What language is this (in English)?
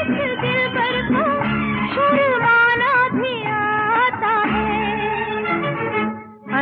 Hindi